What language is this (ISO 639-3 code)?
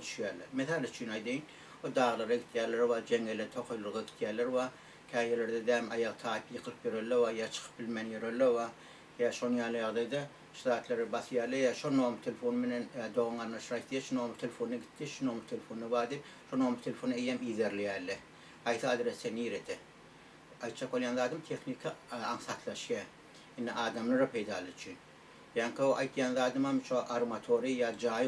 tuk